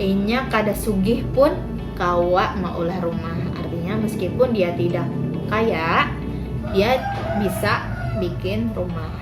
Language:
Banjar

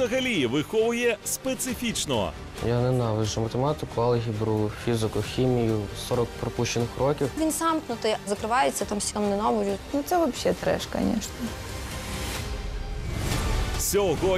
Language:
Ukrainian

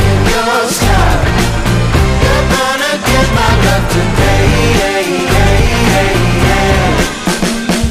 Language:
Polish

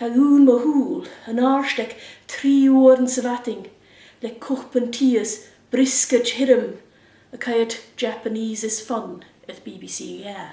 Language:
Scottish Gaelic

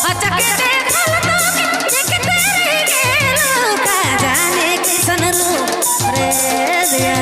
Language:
Sadri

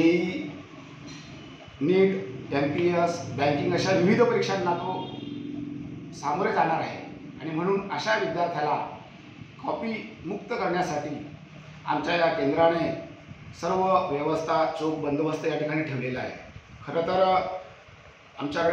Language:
Marathi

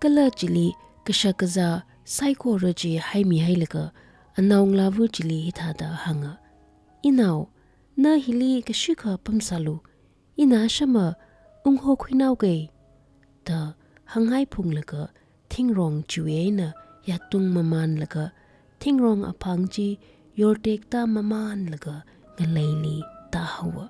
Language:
Tangkhul Naga (India)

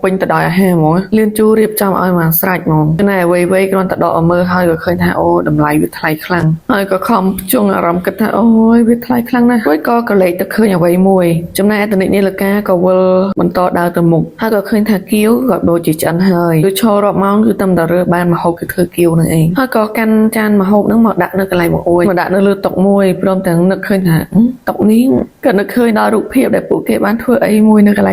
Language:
Khmer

